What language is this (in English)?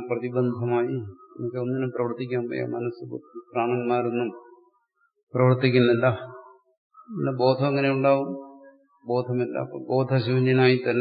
Malayalam